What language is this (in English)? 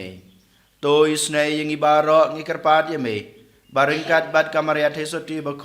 Khasi